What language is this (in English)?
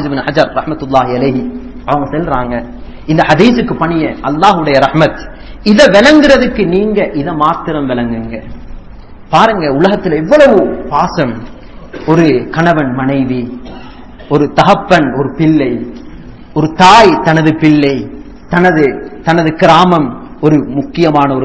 Tamil